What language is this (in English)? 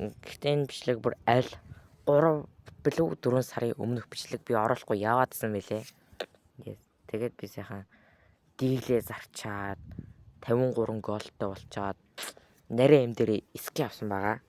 Mongolian